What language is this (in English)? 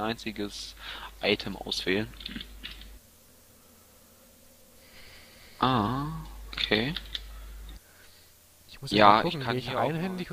German